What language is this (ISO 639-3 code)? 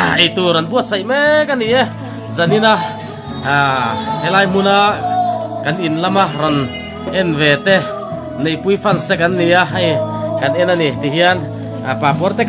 lus